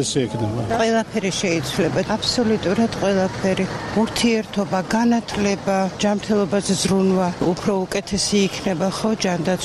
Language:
Georgian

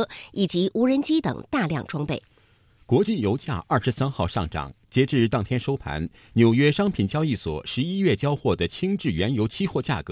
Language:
Chinese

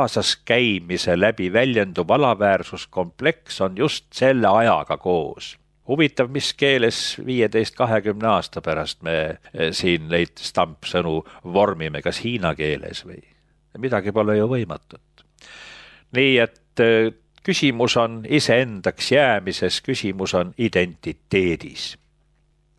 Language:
Estonian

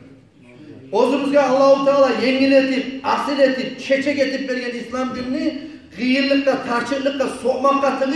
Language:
Kumyk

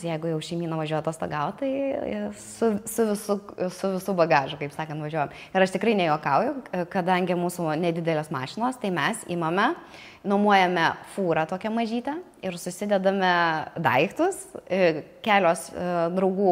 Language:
Lithuanian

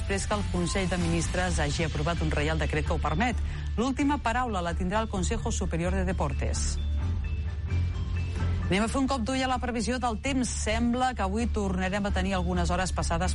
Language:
Catalan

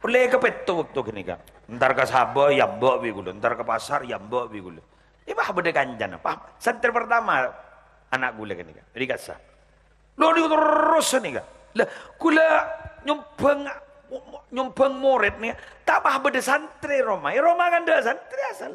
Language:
Madurese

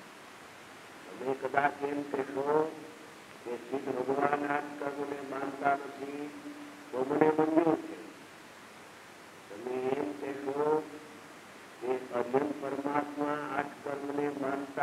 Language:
Gujarati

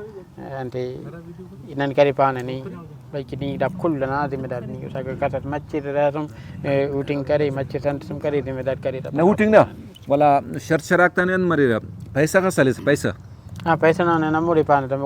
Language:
Brahui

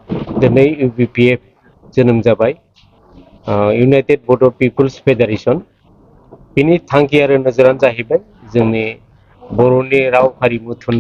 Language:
Bodo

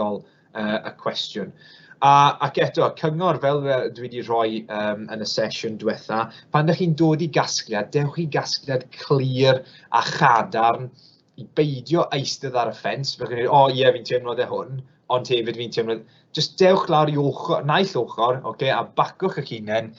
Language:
Welsh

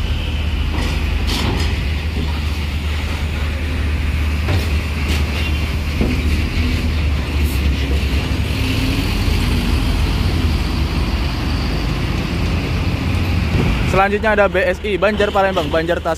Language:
Indonesian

